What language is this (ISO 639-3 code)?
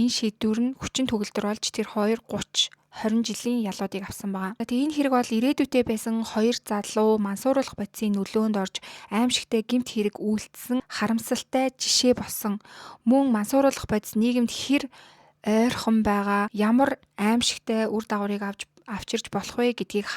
mon